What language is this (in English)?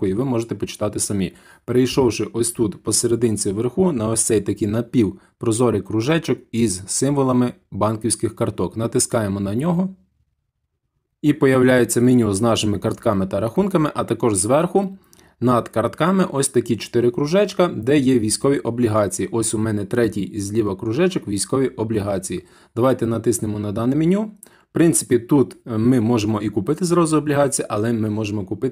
Ukrainian